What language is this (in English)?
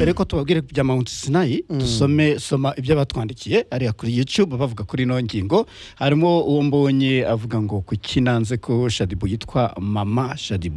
Kinyarwanda